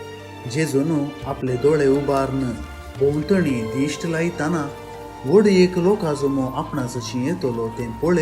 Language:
Konkani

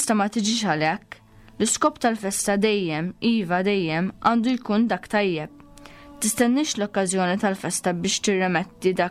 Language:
Maltese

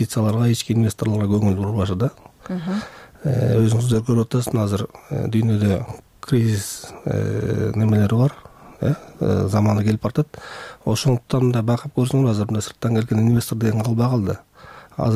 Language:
Kyrgyz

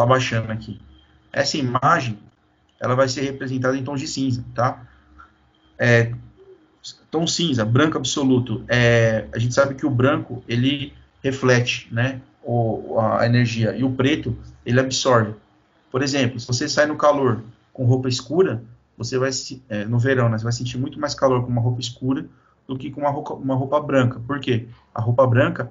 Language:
Portuguese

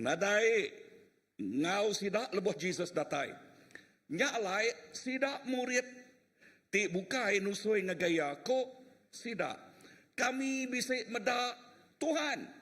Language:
Iban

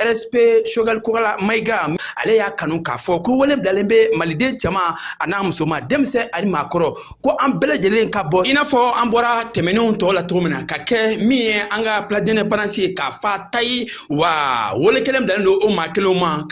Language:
Bambara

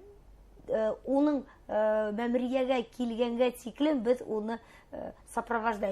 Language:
Bashkir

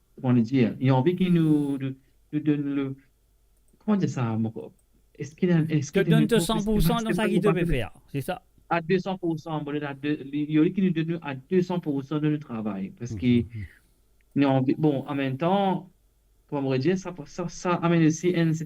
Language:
Morisyen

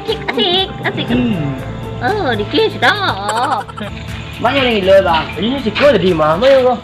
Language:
Minangkabau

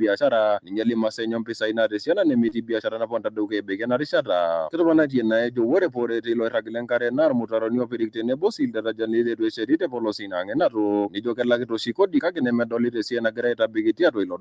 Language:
Masai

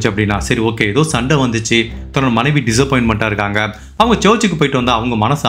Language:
Tamil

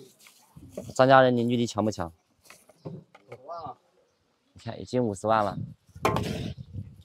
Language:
Chinese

